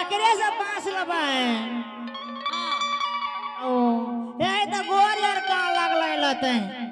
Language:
Angika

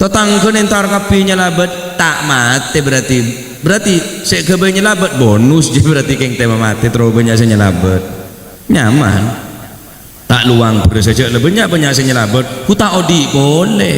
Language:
Madurese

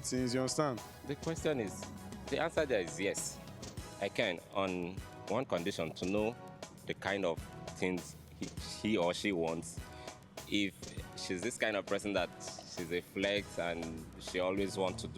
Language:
Nigerian Pidgin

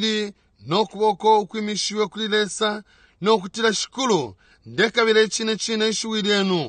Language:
Bemba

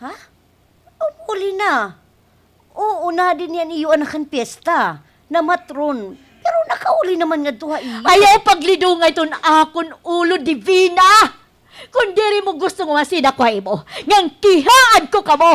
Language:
Waray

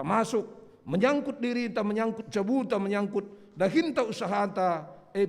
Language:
Batak Karo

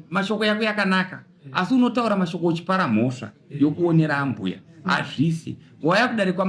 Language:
Shona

